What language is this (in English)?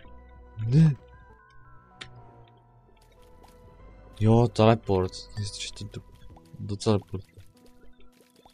Czech